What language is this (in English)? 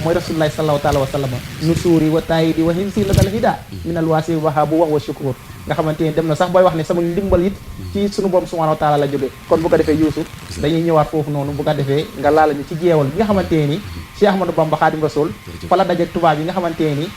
Wolof